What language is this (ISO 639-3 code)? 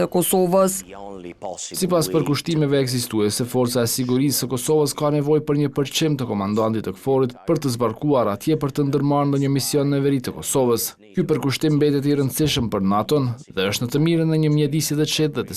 sqi